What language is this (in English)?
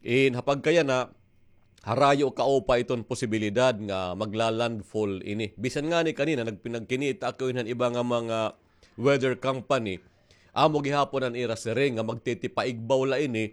Waray